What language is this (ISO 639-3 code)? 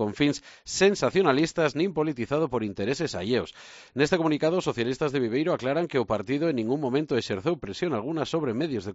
glg